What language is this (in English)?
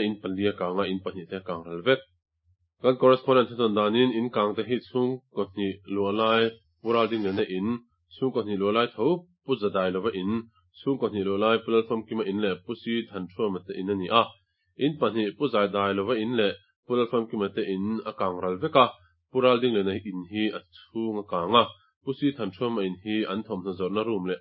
Mizo